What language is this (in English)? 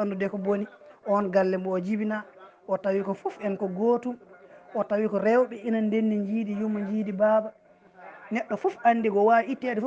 Fula